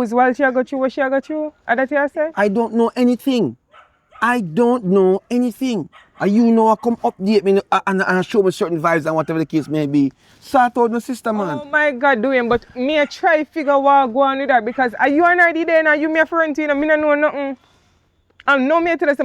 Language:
Jamaican Creole English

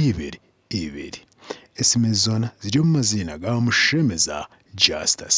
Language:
Nyankole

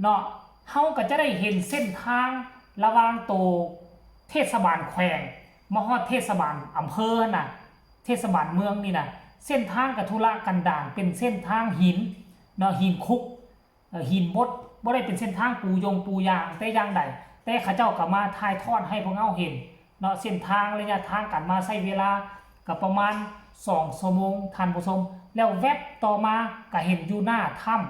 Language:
Lao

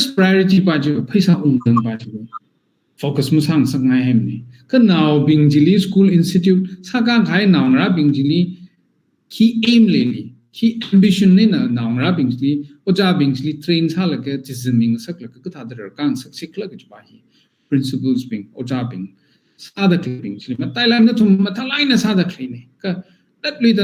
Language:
Tangkhul Naga (India)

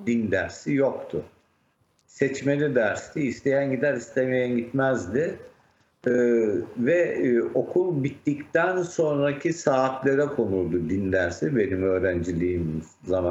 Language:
Turkish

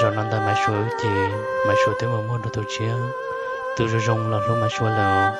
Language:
Hmong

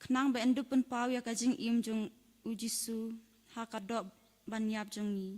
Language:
Khasi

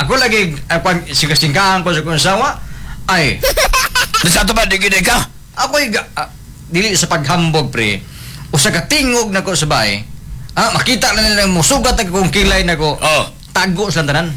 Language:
Cebuano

